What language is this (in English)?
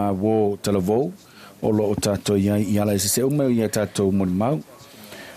Samoan